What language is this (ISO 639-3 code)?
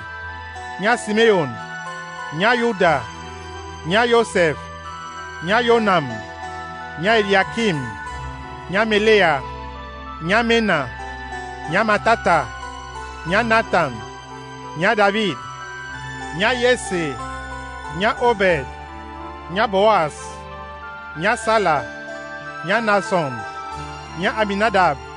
dua